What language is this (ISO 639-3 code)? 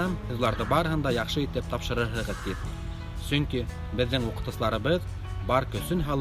bak